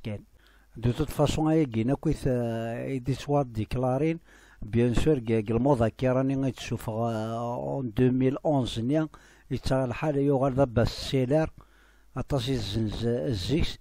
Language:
Kabyle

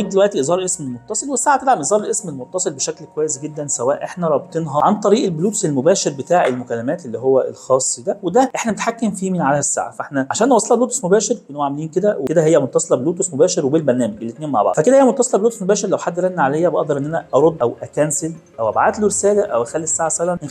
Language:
Egyptian Arabic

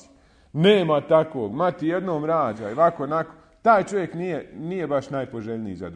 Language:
Bosnian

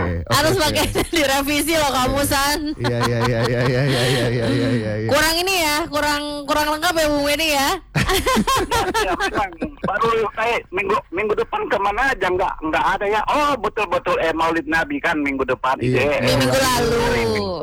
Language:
Indonesian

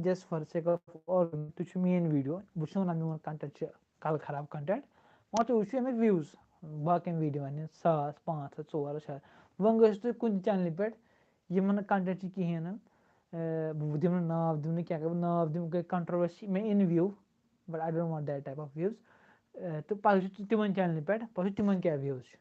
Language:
Kashmiri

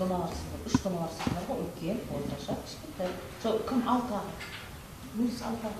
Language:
Kazakh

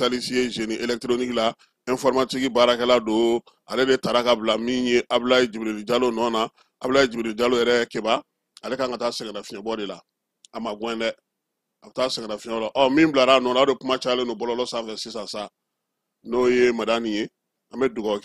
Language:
Bambara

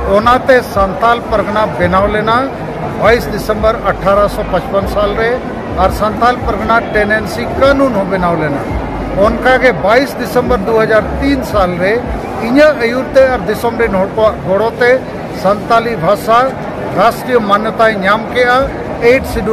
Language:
Santali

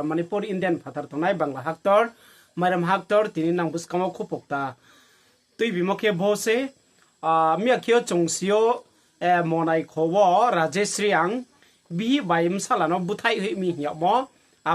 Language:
Riang (India)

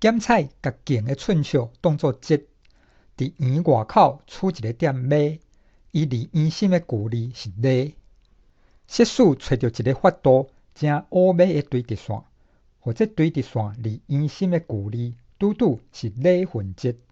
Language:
Min Nan Chinese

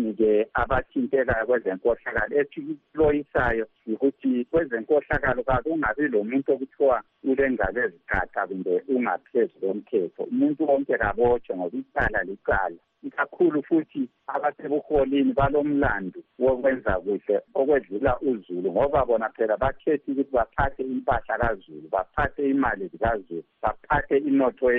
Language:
North Ndebele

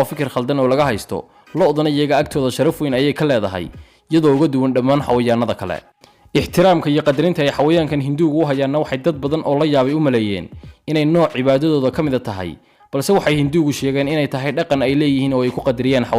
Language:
Somali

